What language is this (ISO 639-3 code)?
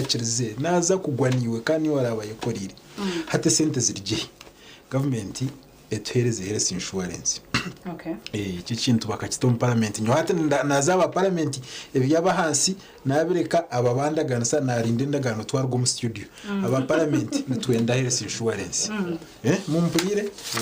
nyn